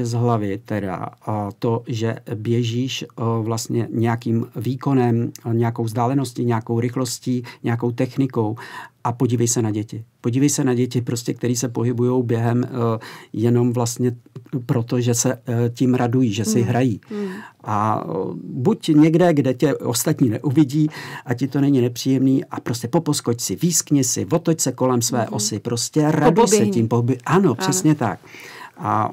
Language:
Czech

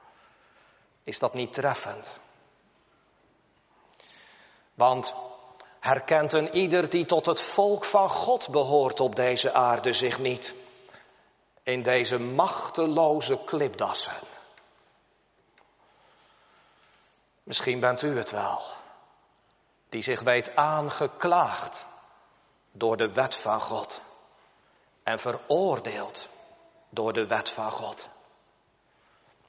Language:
Dutch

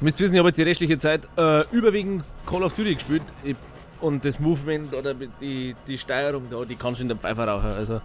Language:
Bavarian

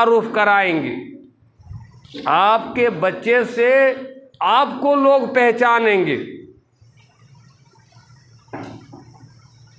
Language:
Hindi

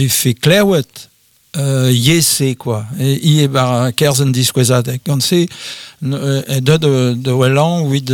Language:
Breton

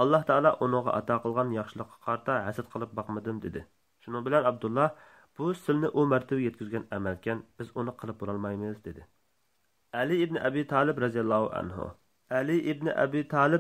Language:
Uyghur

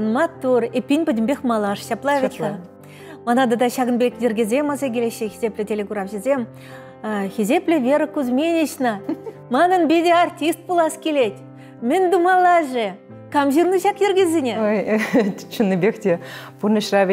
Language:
Chuvash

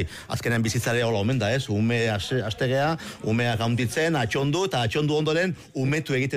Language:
Basque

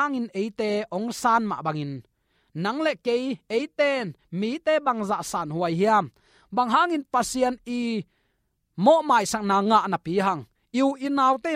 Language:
Tedim Chin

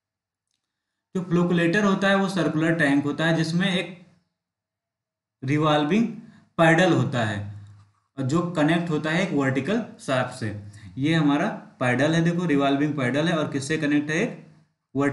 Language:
Hindi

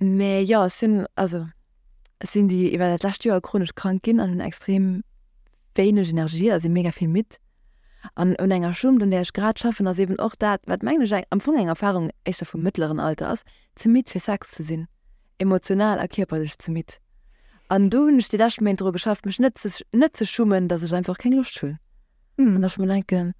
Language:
Luxembourgish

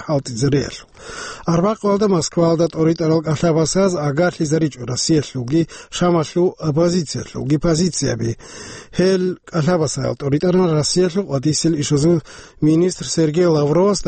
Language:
Avaric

